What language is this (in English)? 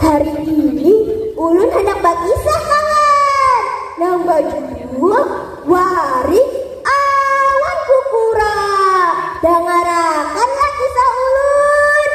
Banjar